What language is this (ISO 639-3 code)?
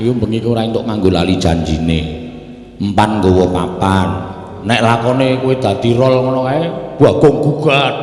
jav